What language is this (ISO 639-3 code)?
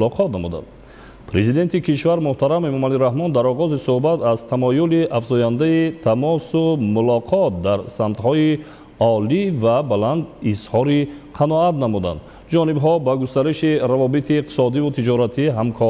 tgk